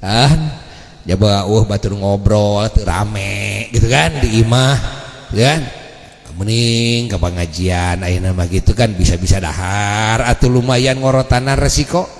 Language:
Sundanese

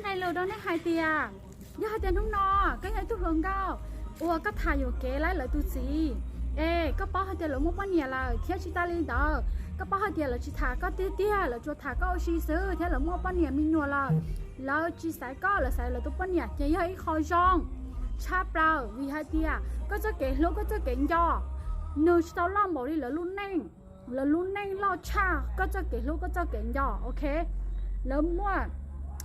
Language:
Hmong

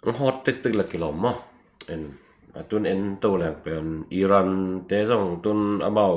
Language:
Tedim Chin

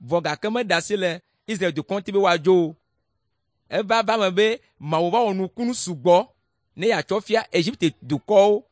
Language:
Ewe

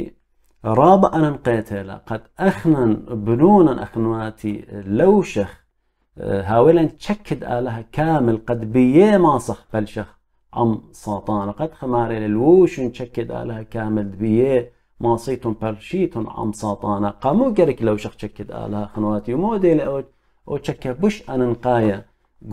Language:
Assyrian Neo-Aramaic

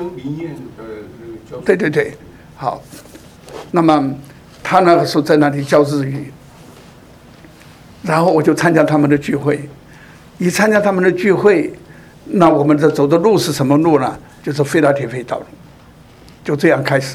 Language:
Chinese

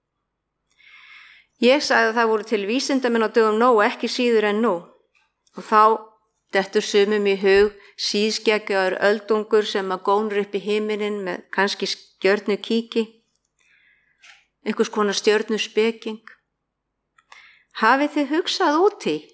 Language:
Icelandic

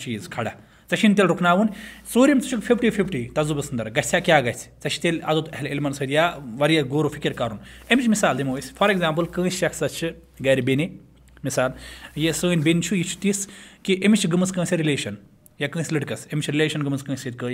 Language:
Kashmiri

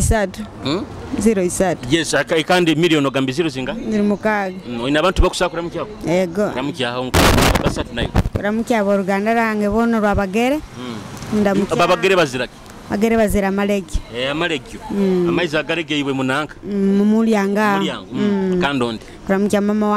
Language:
Nyoro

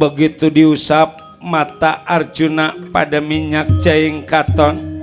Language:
Betawi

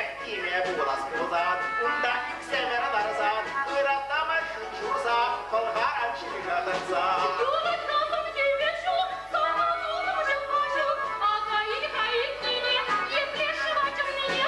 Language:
Chuvash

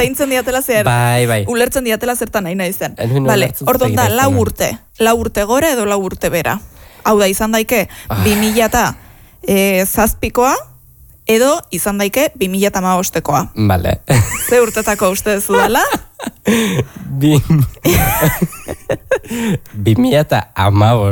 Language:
Basque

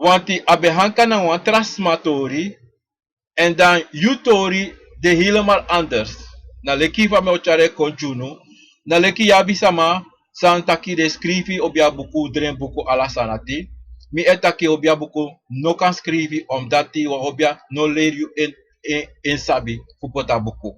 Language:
Sranan Tongo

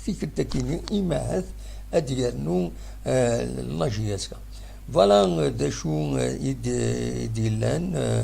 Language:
Kabyle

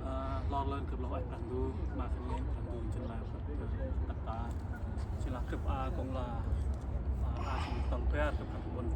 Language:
Central Mnong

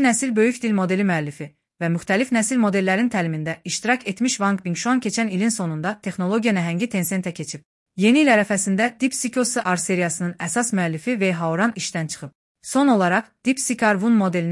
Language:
Azerbaijani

